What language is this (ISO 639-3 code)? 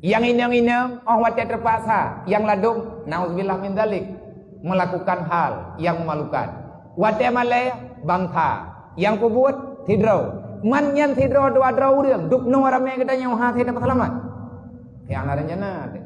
ace